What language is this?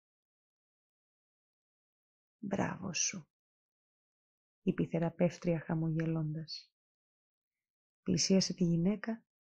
Greek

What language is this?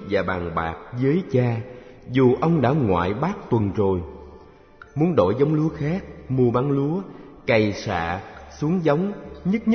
Vietnamese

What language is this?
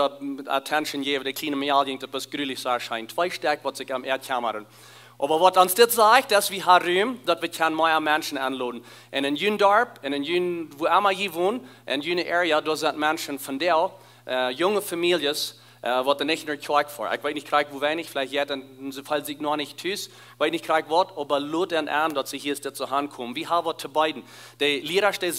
Plautdietsch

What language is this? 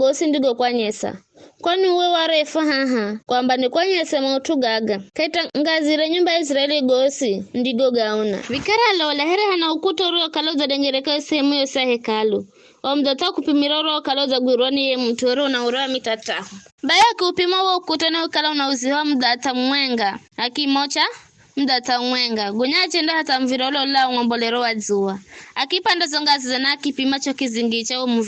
Giryama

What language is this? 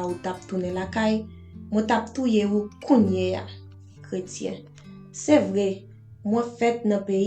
Haitian Creole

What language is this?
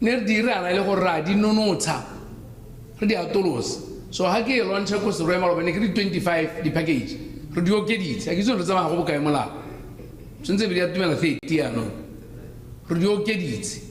Tswana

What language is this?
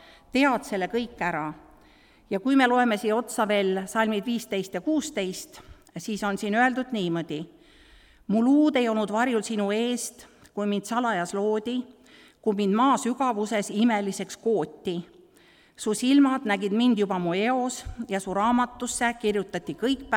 Estonian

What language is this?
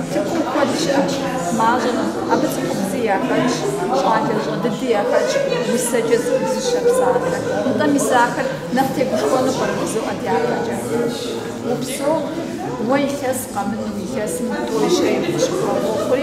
Kabardian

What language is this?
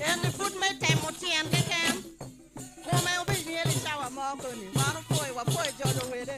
Acoli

